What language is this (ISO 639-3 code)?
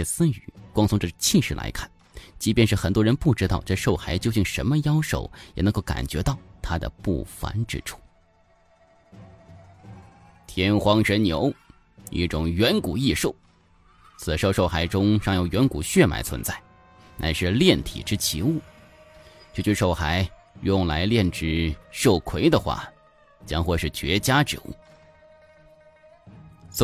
zho